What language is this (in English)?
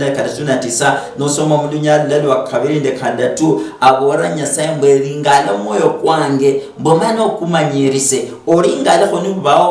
Luyia